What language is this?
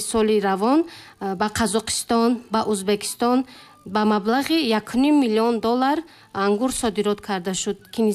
Tajik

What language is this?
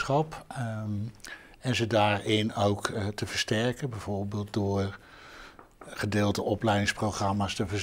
Dutch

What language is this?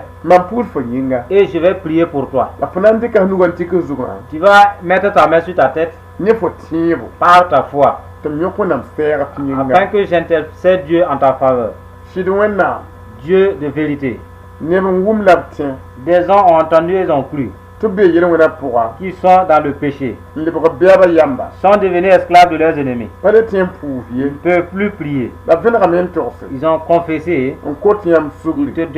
Mossi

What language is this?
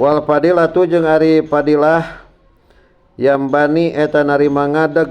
Sundanese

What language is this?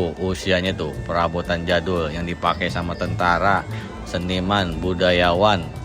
Betawi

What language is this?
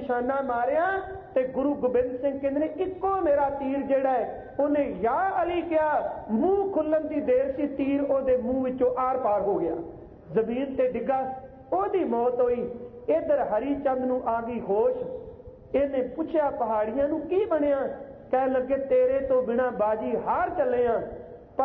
Punjabi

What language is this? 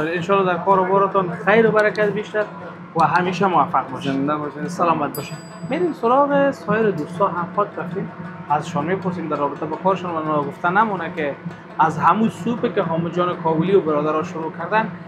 Persian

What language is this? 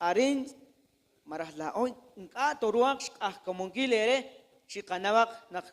Kekchí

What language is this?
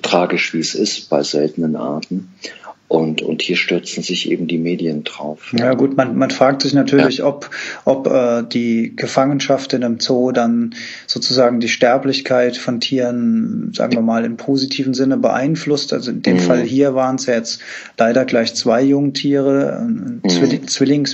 German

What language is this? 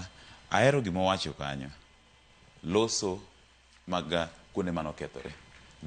Luo (Kenya and Tanzania)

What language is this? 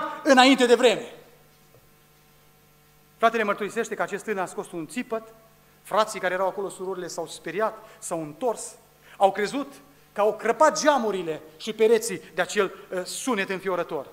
Romanian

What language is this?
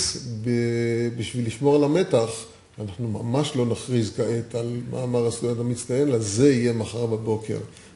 Hebrew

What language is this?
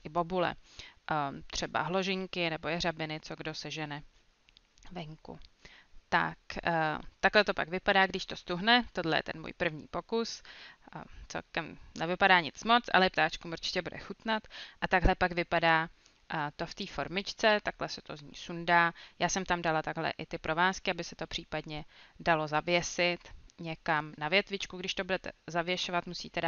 Czech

